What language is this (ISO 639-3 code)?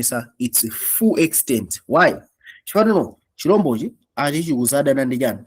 nya